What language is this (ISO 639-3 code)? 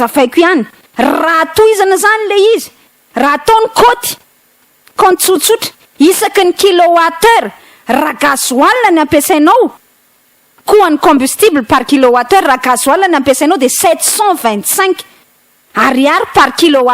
mlg